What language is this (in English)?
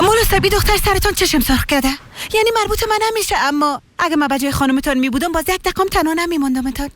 Persian